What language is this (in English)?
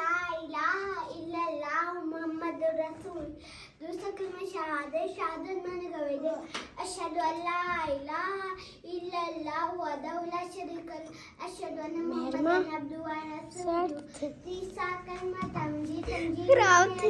Saraiki